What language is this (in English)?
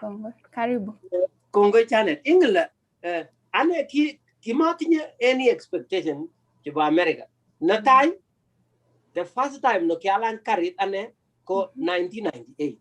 Kalenjin